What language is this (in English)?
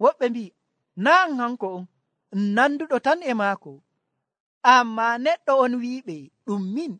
Nigerian Fulfulde